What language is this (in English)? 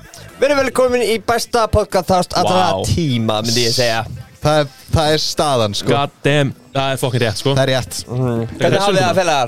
Icelandic